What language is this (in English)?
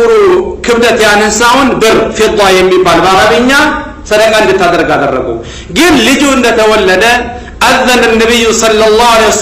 Amharic